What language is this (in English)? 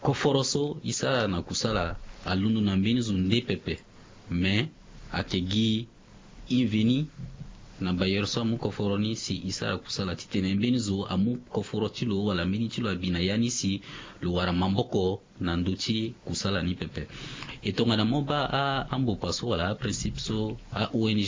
Sango